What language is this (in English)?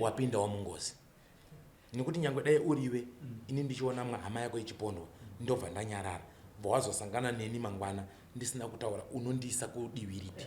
Shona